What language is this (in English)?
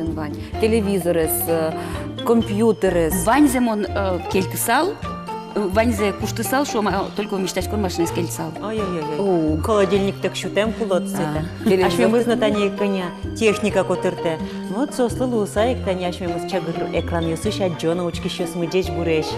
Udmurt